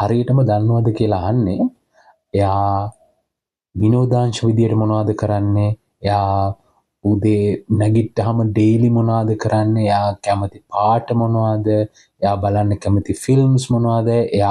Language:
Sinhala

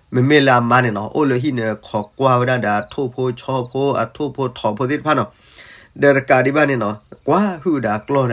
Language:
S'gaw Karen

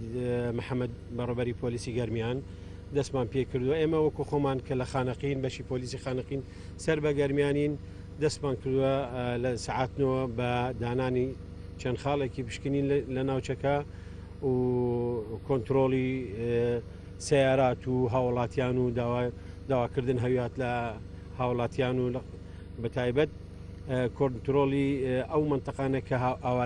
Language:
Central Kurdish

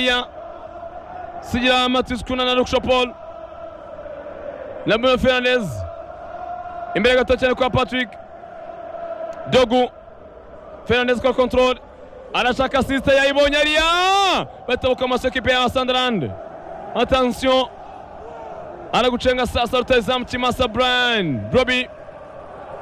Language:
Kinyarwanda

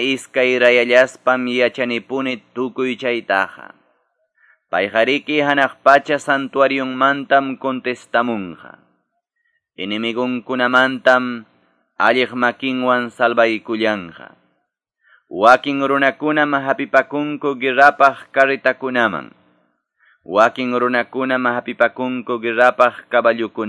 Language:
Quechua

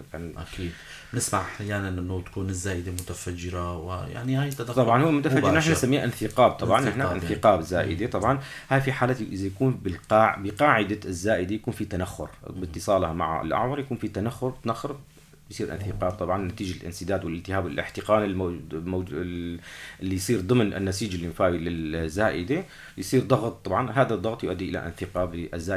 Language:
North Levantine Arabic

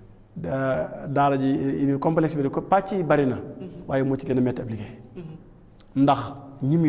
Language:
Wolof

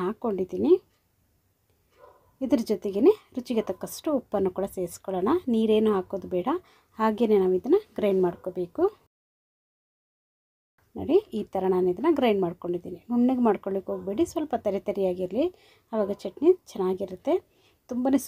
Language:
Kannada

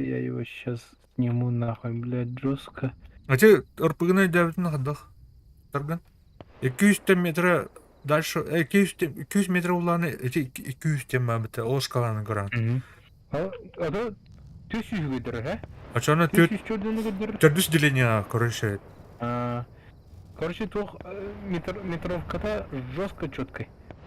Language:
Yakut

